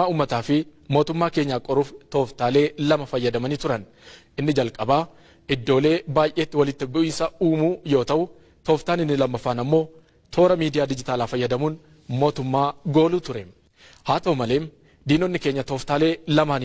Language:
Oromo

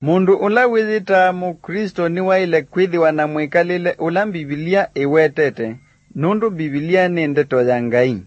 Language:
Kamba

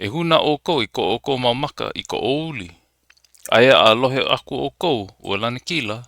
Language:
Hawaiian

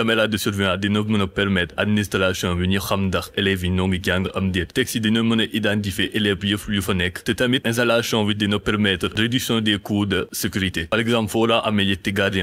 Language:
Wolof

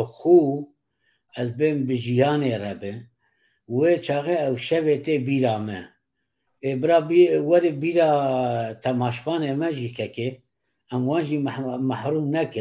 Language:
Kurdish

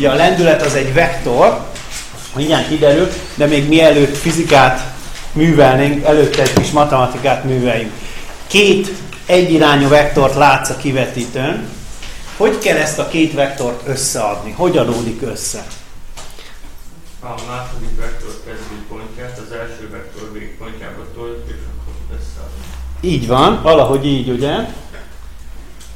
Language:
Hungarian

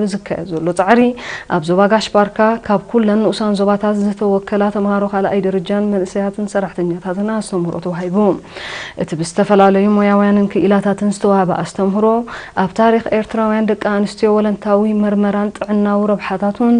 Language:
Tigrinya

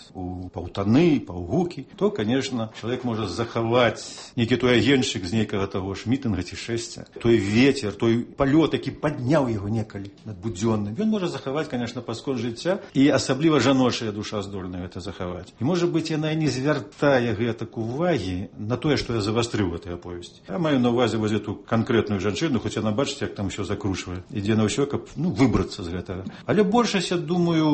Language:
Belarusian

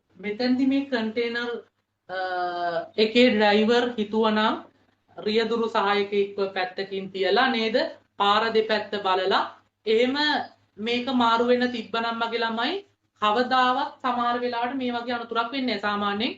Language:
Sinhala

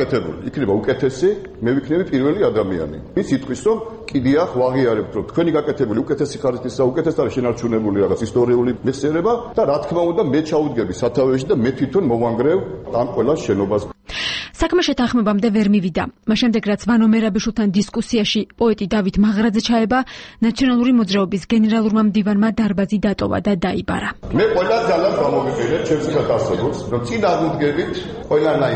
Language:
Georgian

